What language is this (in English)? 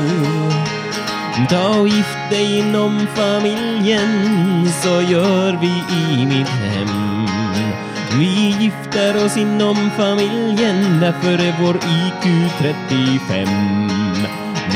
Swedish